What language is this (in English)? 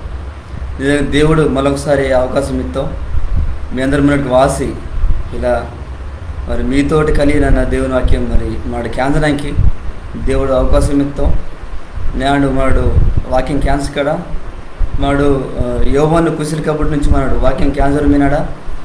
Koya